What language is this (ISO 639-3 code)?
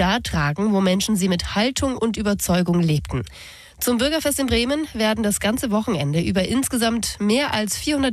deu